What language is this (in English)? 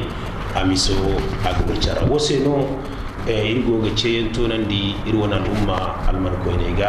Zarma